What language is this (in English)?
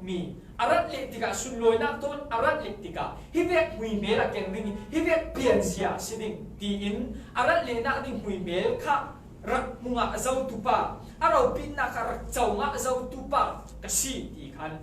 Falam Chin